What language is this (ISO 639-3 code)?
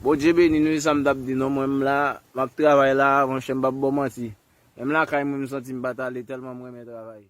hat